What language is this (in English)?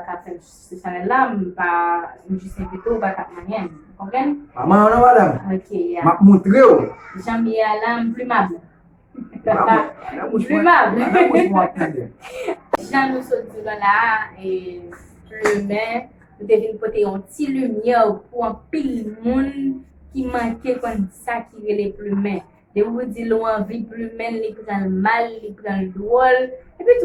Haitian Creole